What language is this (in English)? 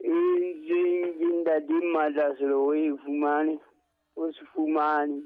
Southern Sotho